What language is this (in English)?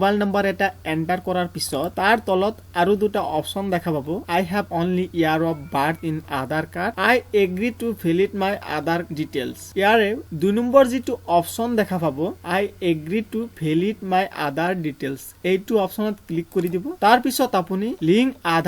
Assamese